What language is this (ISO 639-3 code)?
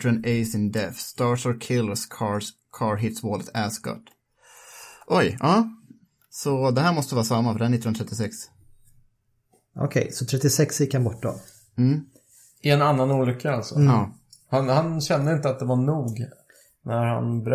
swe